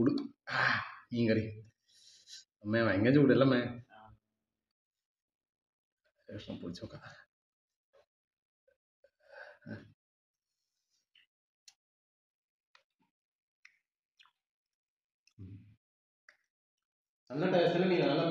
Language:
Malayalam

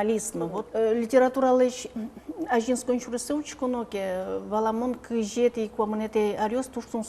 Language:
Udmurt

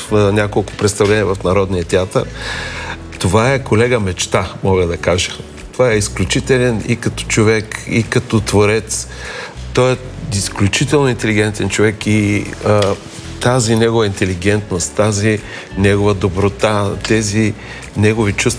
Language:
Bulgarian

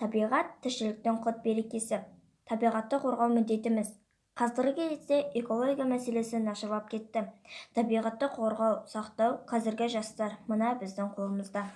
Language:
Kazakh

